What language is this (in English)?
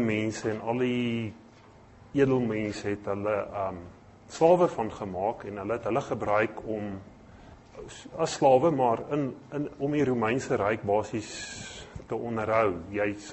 Afrikaans